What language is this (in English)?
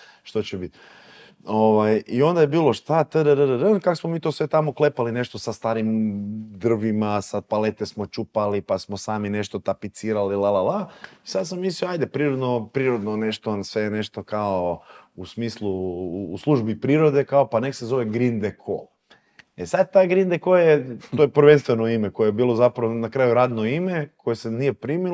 Croatian